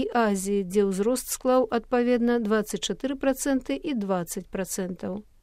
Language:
Belarusian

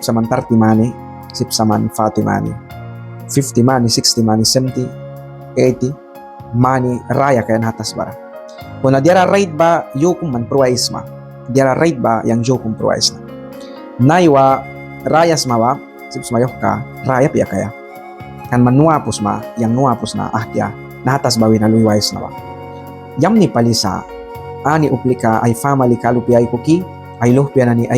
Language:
Mískito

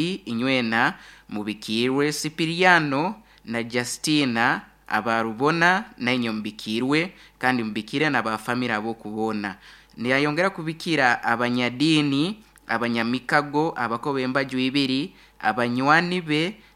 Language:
Nyoro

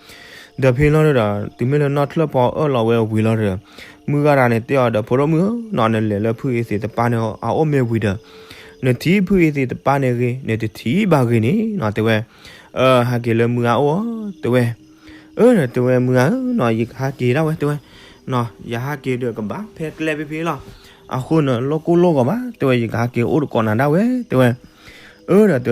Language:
S'gaw Karen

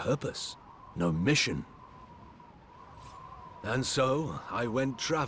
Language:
German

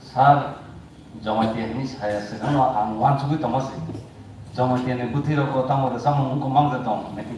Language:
Kok Borok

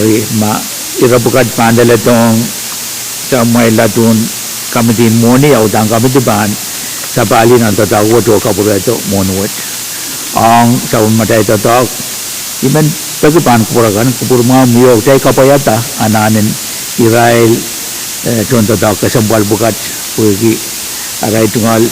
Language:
Pohnpeian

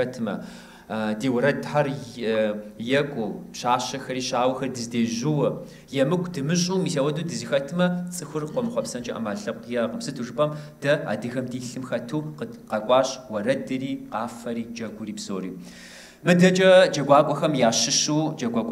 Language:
Kabardian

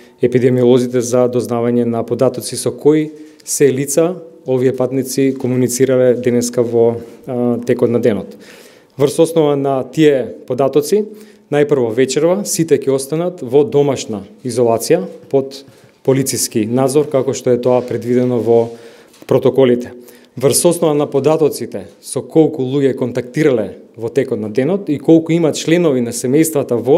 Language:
Macedonian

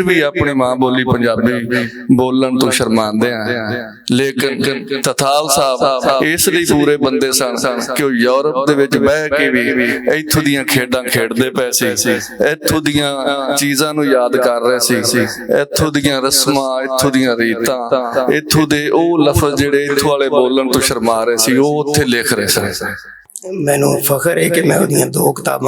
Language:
Western Panjabi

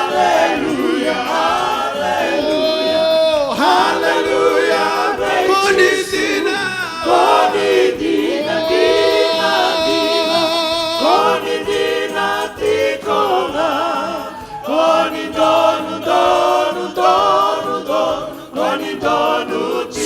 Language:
Fijian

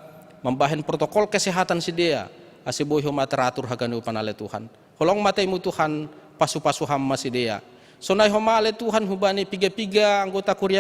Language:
Batak Simalungun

